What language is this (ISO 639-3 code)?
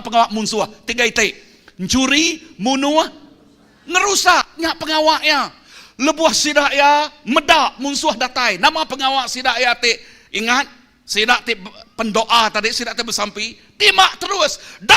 iba